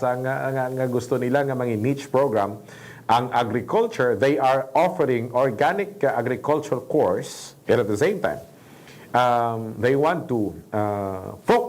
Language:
Hiligaynon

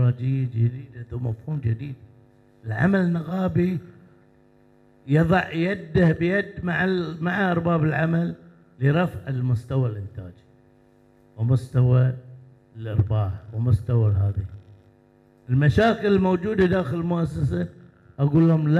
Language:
Arabic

